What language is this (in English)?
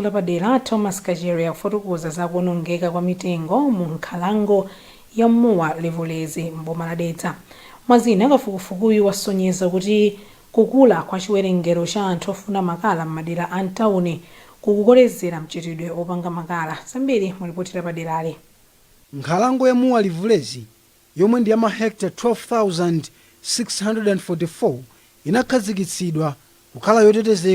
Nyanja